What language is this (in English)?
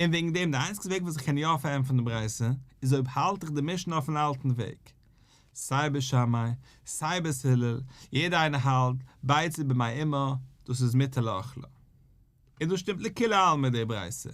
Yiddish